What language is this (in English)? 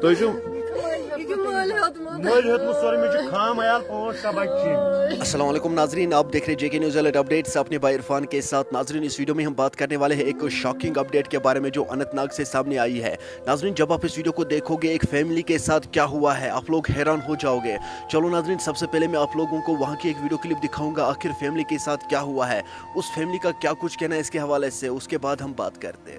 Kashmiri